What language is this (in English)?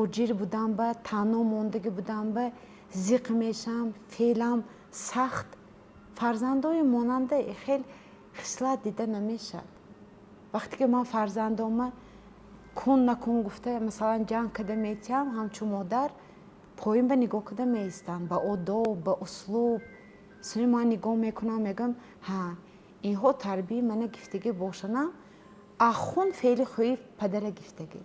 Tajik